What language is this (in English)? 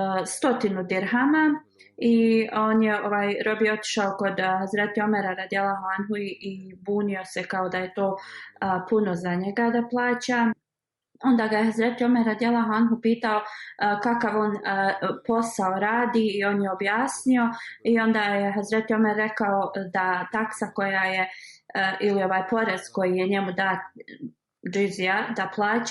Bosnian